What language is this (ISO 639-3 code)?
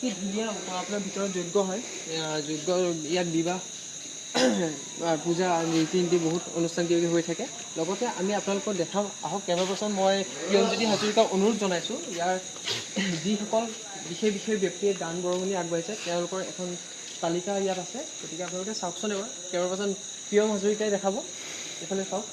asm